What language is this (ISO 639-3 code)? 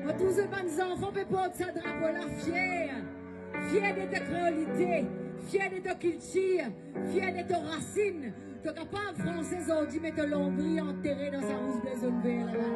mfe